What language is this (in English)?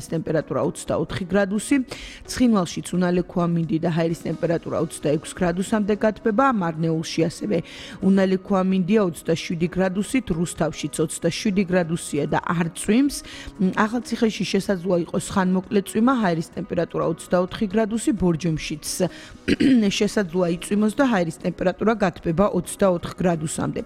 Georgian